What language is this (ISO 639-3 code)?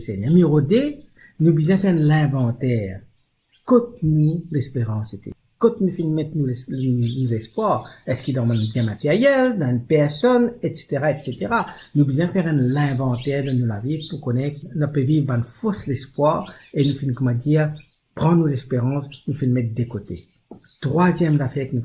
mfe